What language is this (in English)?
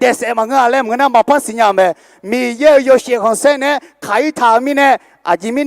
Akha